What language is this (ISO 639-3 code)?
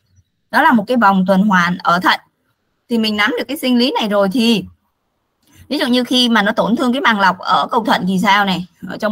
vie